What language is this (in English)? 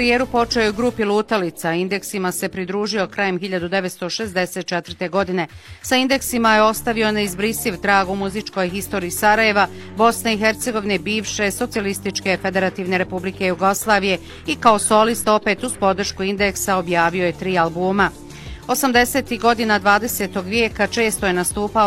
Bosnian